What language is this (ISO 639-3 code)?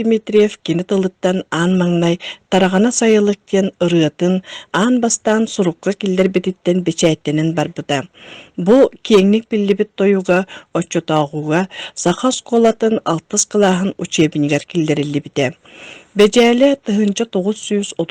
sah